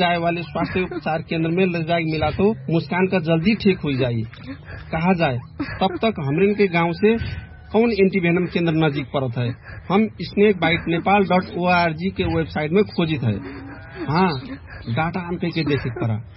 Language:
Bhojpuri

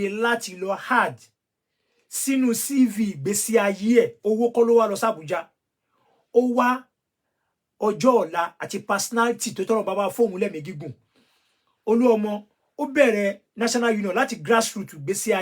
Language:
Yoruba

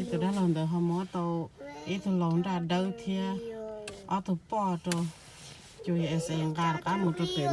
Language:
Hmong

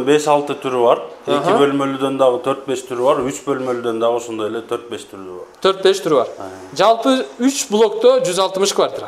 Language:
Kyrgyz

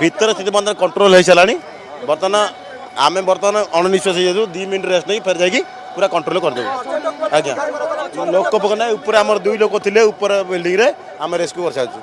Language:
Odia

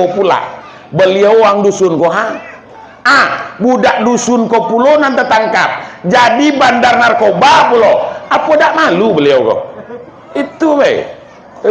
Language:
Minangkabau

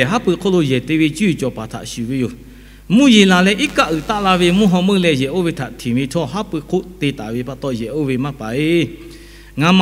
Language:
Lahu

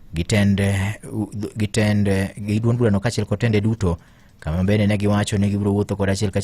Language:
Luo (Kenya and Tanzania)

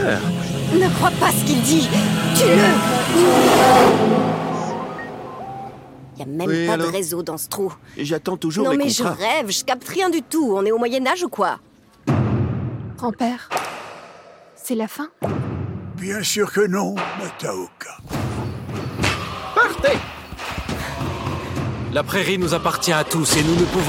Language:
French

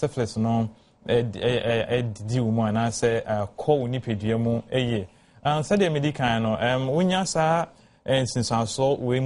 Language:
Akan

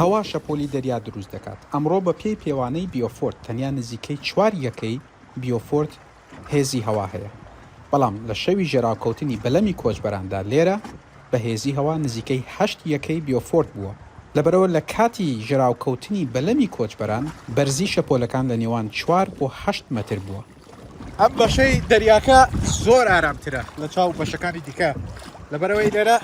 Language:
Central Kurdish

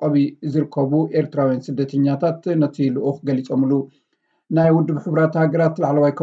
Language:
Tigrinya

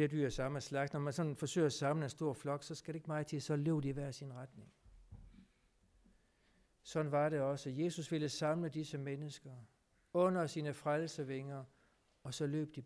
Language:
Danish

